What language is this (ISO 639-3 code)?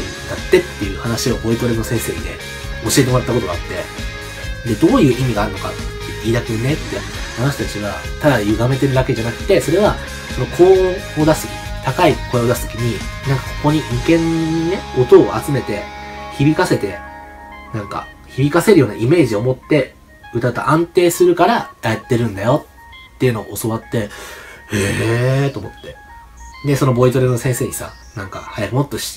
jpn